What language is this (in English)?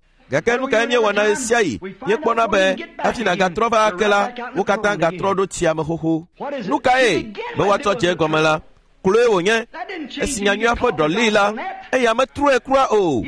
Ewe